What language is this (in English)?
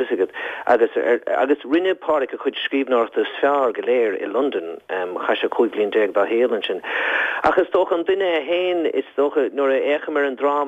Irish